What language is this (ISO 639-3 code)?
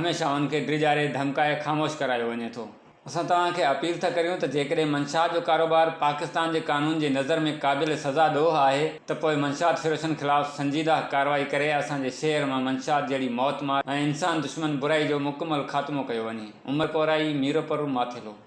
snd